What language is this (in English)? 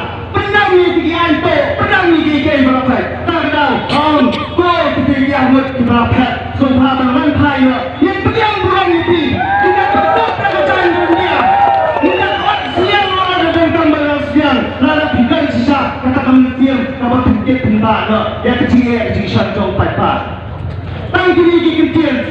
Khasi